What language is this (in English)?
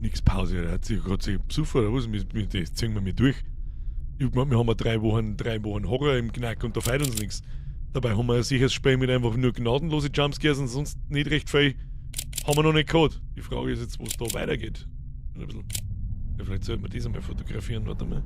Bavarian